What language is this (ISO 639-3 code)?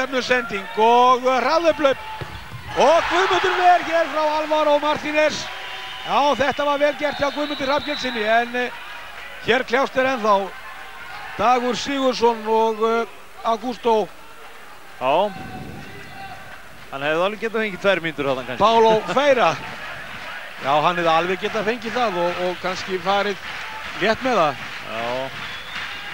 isl